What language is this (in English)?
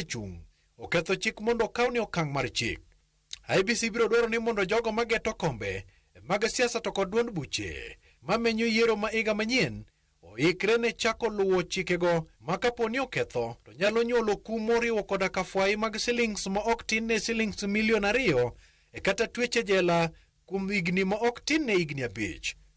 Luo (Kenya and Tanzania)